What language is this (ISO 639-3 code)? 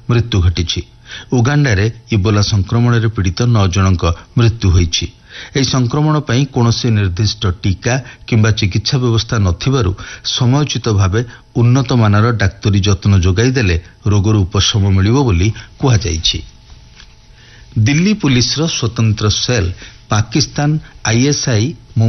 ori